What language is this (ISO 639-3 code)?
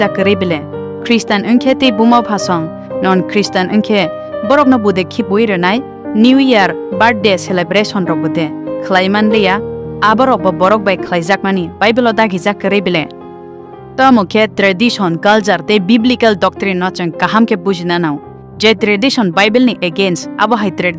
trp